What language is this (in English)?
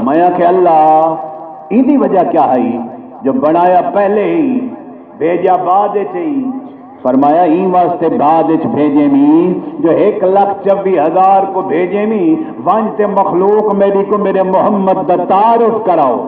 Saraiki